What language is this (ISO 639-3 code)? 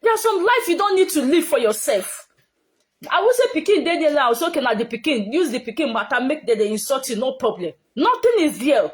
pcm